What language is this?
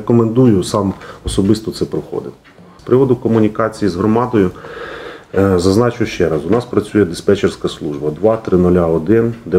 Ukrainian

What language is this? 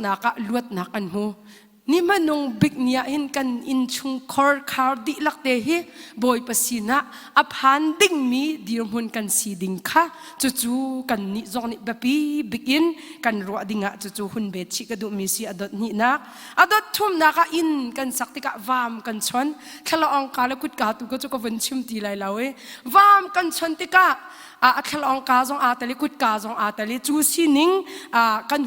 Hakha Chin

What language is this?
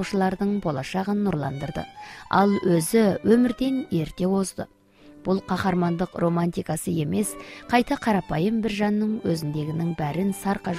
Kazakh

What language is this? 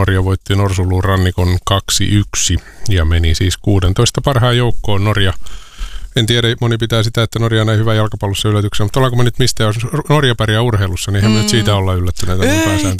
Finnish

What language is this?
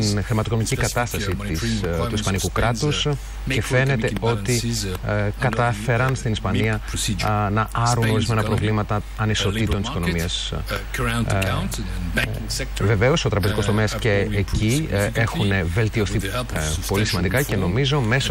Greek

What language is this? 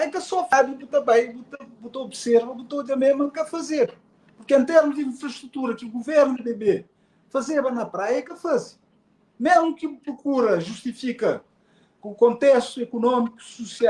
Kabuverdianu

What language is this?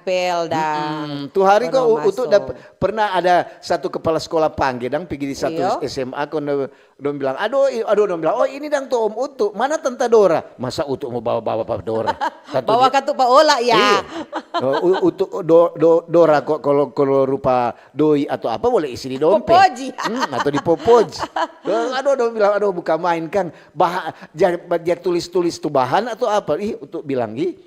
Manado Malay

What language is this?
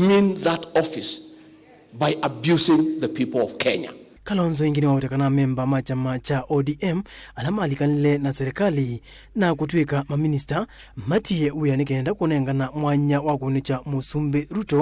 Kamba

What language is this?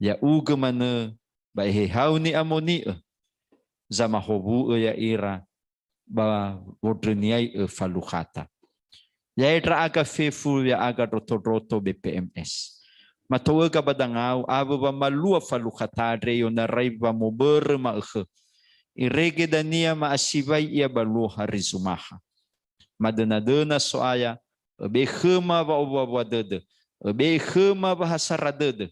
Nias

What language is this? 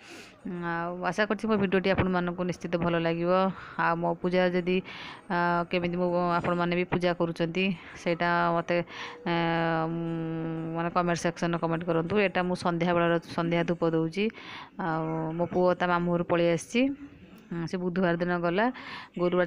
Odia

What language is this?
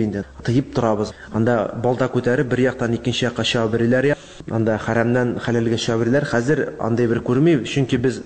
Tatar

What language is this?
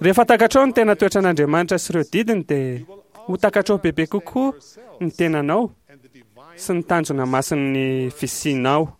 Malagasy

